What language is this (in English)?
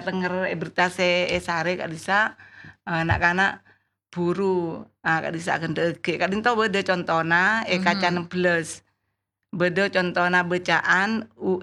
Madurese